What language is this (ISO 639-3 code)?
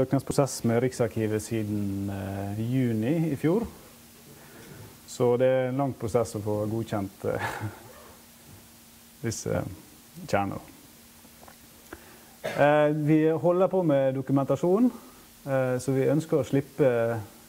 nor